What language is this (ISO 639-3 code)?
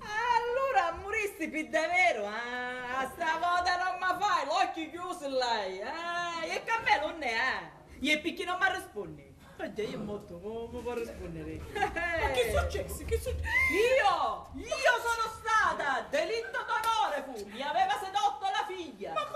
scn